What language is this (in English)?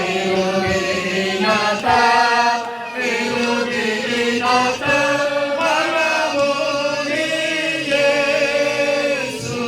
Nias